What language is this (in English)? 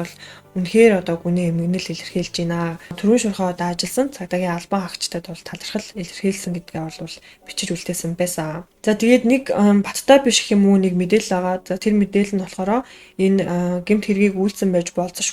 Mongolian